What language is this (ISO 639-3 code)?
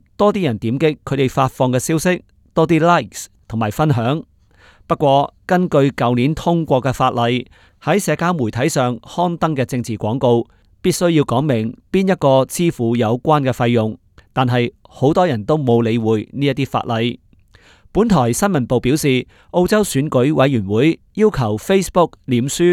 yue